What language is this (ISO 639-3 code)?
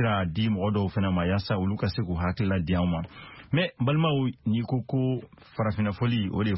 bam